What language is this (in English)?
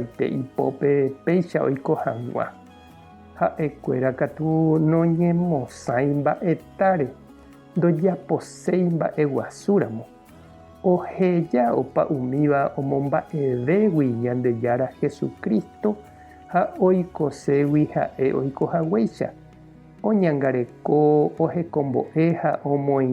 Guarani